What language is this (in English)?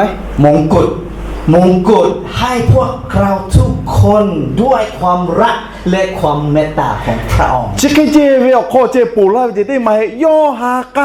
Lahu